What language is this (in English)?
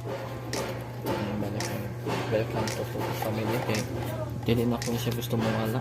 Cebuano